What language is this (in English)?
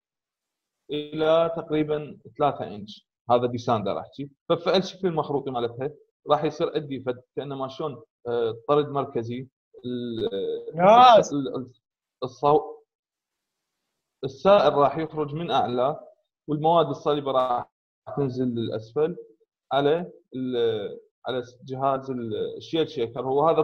Mesopotamian Arabic